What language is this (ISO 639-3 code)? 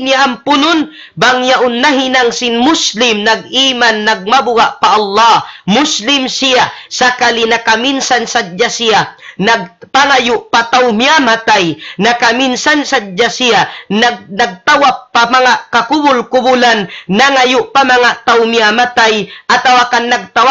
tsg